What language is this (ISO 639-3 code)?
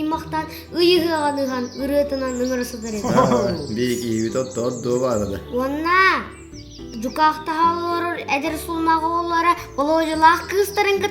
sah